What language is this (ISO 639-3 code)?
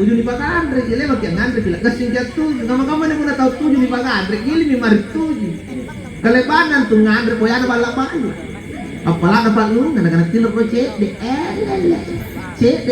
mak